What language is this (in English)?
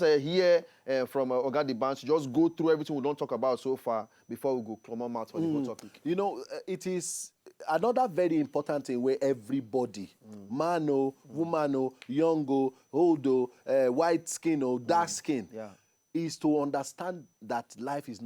Nigerian Pidgin